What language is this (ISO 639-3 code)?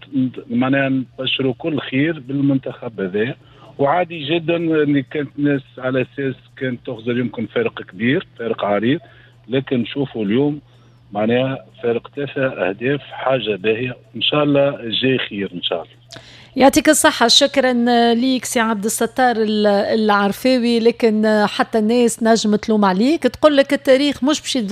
aeb